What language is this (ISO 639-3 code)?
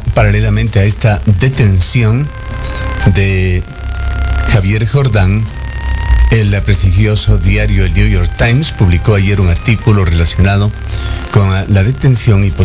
spa